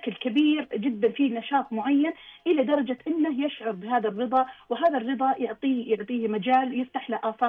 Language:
Najdi Arabic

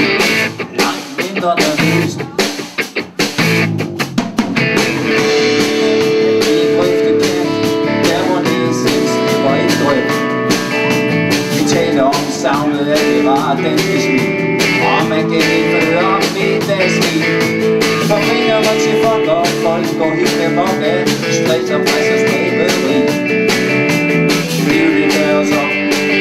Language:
Danish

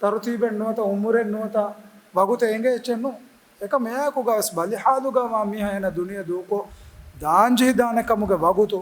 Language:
Divehi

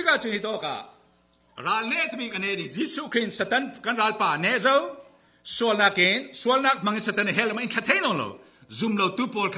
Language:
Falam Chin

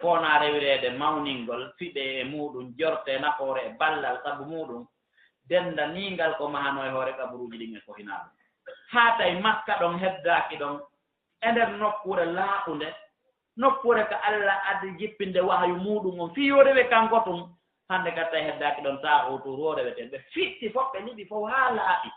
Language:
Fula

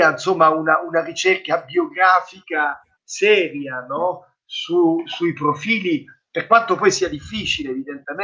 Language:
Italian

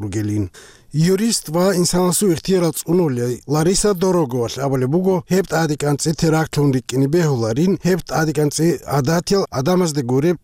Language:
Avaric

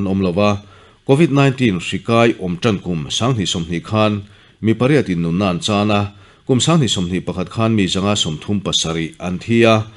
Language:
Mizo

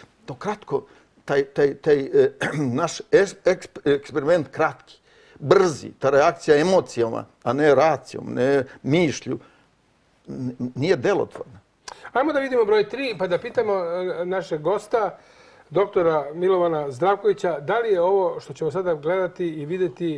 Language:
Serbian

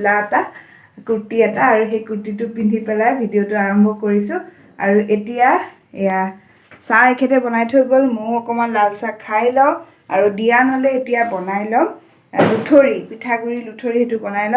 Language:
Assamese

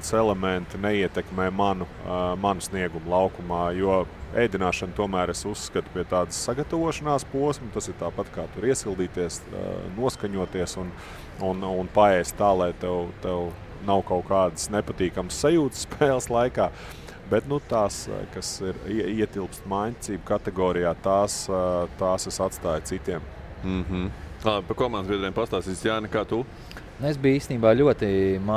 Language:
Latvian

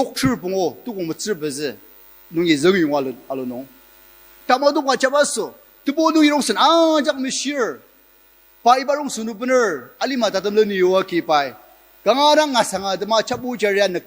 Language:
Ao Naga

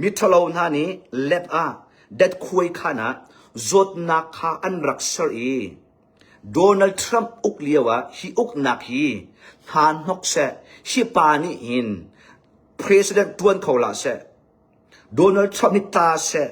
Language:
Hakha Chin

